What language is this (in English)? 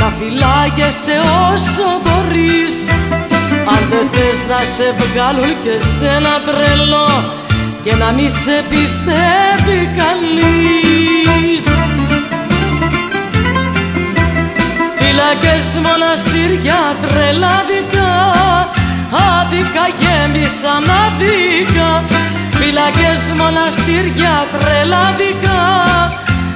Greek